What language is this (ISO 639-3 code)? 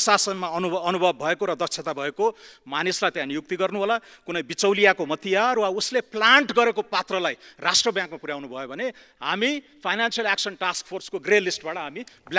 nep